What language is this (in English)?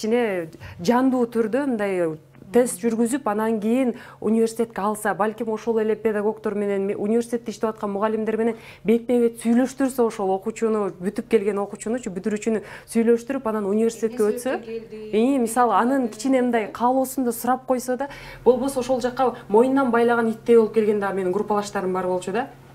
Kyrgyz